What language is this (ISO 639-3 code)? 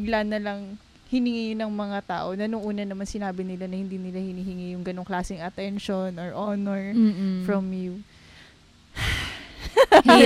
fil